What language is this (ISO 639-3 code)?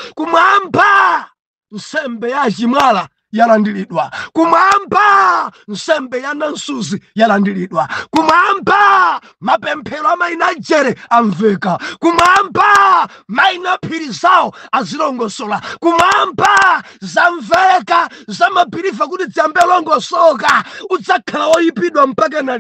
nya